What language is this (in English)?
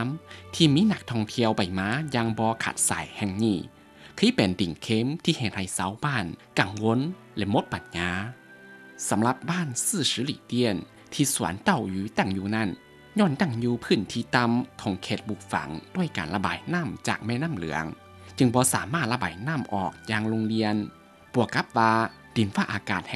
Lao